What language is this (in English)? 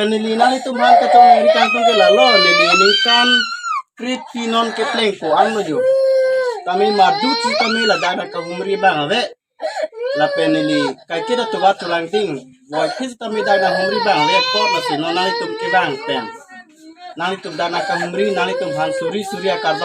Karbi